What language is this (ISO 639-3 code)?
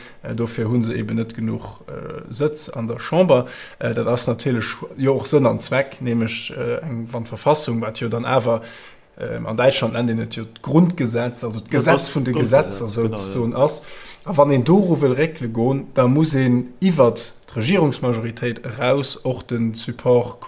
ltz